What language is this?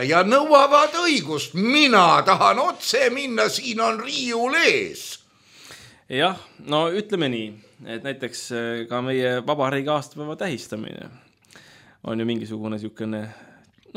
Estonian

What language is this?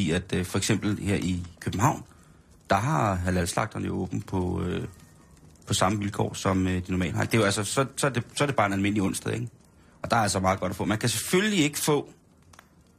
Danish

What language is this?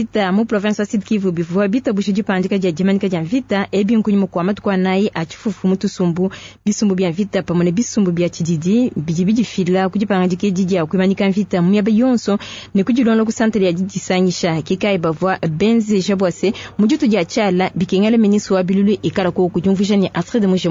Luba-Lulua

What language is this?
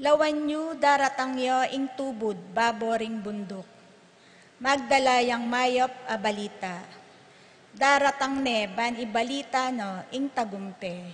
Pampanga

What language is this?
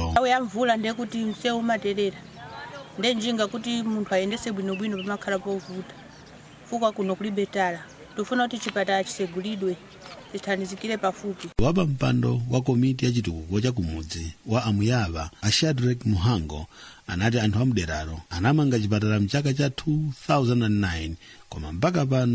Nyanja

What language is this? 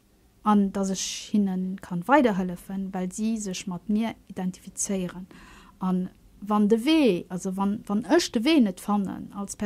Luxembourgish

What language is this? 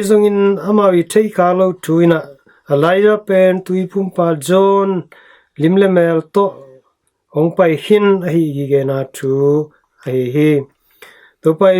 Tedim Chin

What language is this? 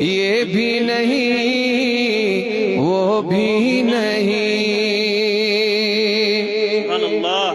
Kashmiri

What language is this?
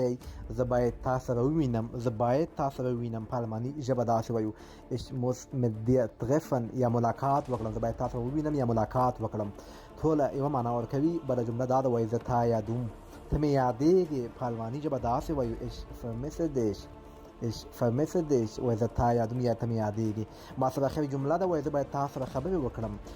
Pashto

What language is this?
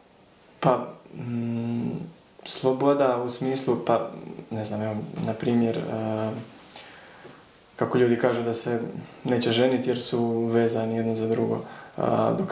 Croatian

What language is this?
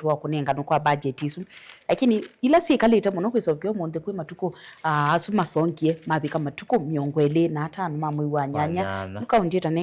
Kamba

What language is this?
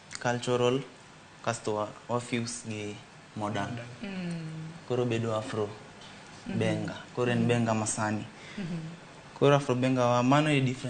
Luo (Kenya and Tanzania)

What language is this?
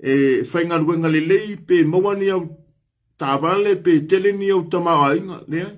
Samoan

